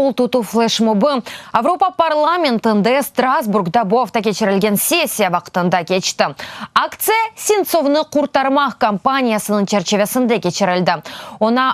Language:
Crimean Tatar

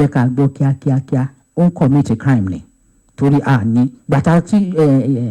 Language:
Yoruba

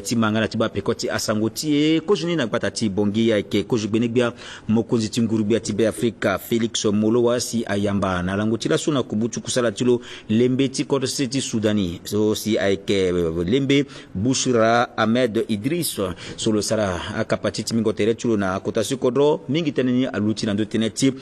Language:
Sango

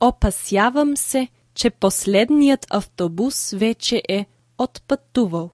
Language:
Macedonian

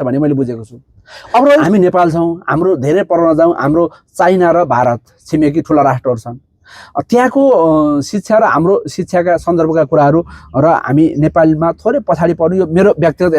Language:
Nepali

